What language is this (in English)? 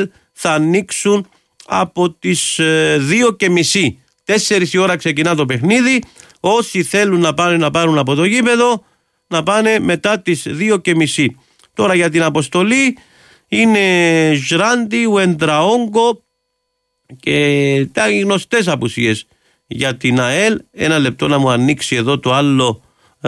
Greek